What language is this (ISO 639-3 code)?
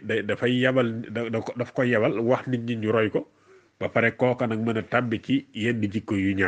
wol